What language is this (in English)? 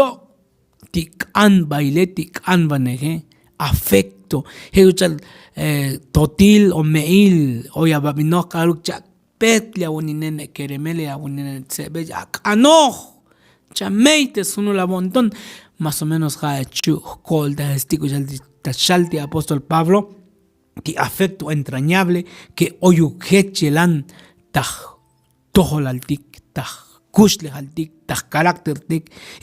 Tzotzil